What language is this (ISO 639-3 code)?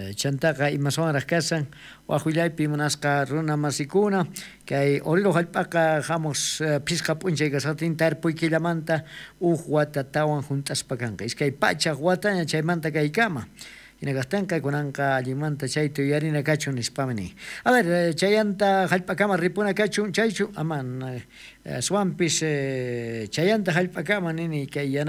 quh